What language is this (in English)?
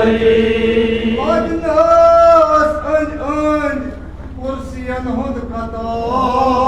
Kashmiri